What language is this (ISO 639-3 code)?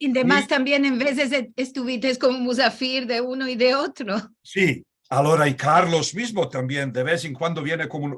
lad